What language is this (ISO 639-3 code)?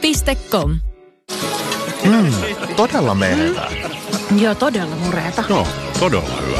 fin